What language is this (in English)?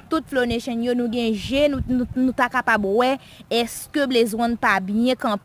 Haitian Creole